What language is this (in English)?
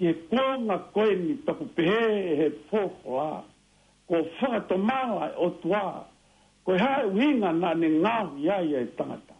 Tongan